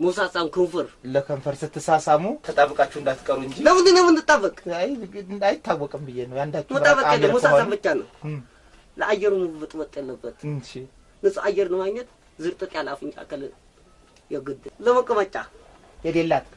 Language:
Amharic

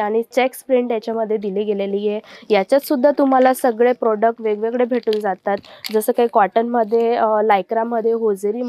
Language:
Marathi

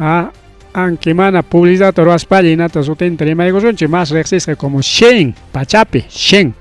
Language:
Ayacucho Quechua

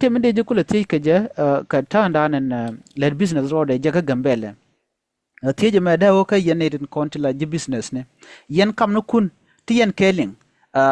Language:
Nuer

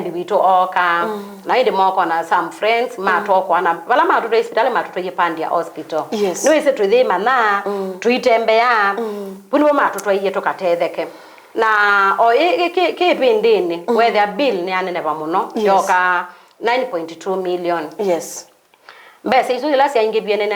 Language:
Kamba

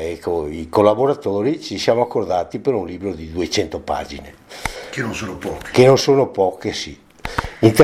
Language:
Italian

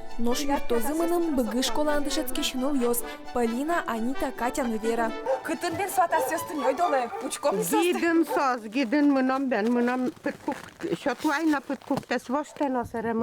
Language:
Udmurt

